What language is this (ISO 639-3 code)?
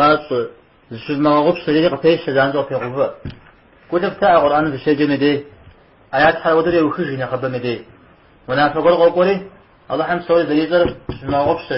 kbd